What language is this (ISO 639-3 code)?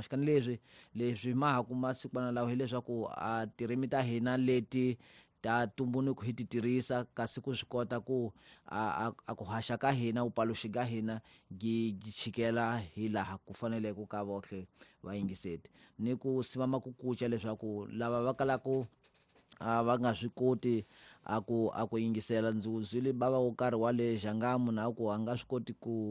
tso